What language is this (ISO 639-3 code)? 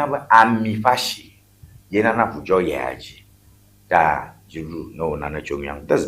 ewe